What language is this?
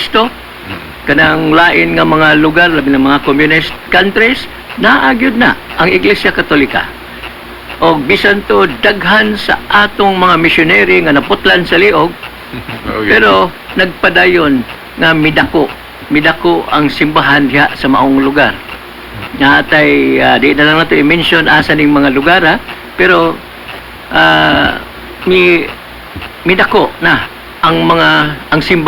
Cebuano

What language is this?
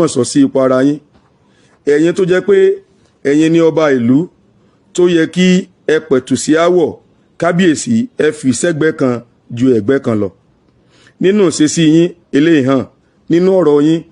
Yoruba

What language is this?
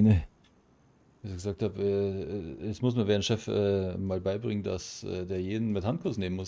Bavarian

